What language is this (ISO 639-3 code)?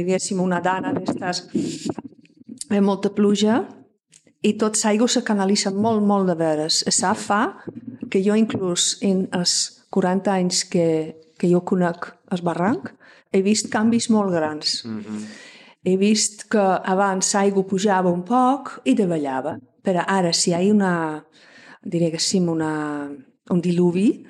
cat